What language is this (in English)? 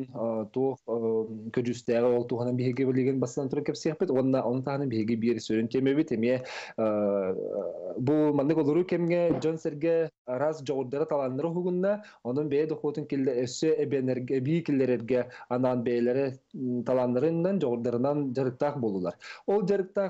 Yakut